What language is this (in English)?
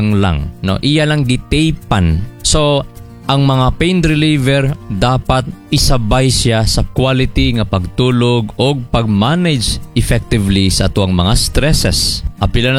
Cebuano